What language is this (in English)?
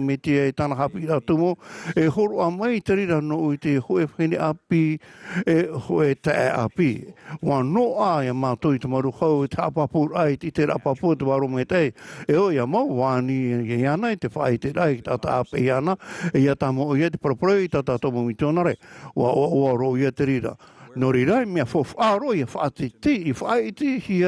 Tahitian